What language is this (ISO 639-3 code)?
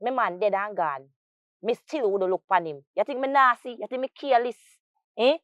jam